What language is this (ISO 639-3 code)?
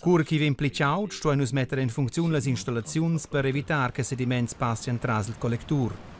roh